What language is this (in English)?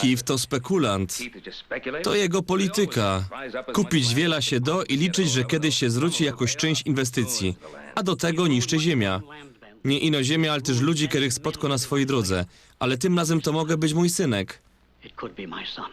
Silesian